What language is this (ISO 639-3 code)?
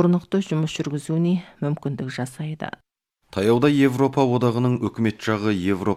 kaz